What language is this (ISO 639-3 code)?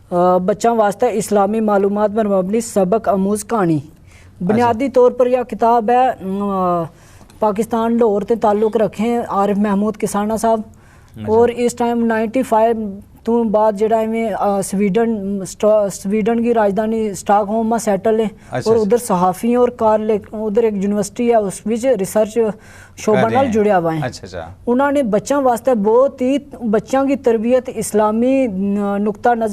gju